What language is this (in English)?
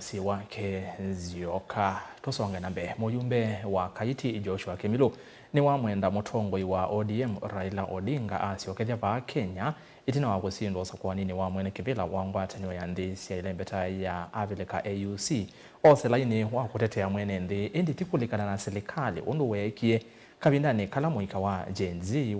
Kamba